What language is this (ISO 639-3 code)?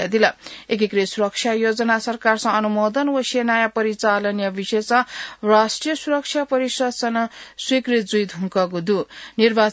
new